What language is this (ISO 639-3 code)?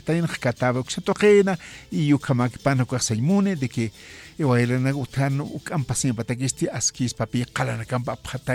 aym